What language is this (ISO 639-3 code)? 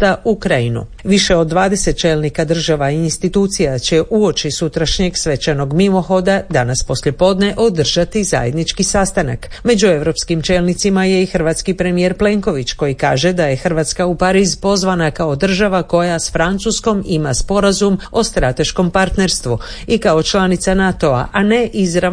hrv